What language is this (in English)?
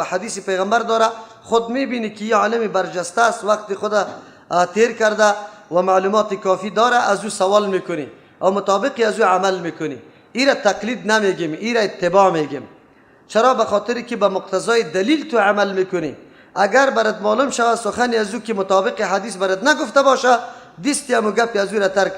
Persian